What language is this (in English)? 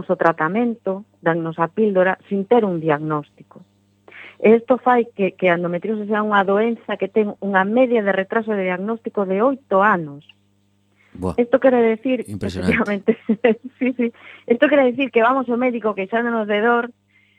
Galician